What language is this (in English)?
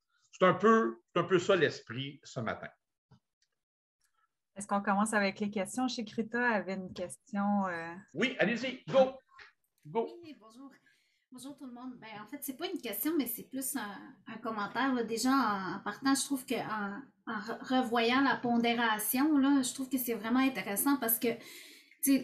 French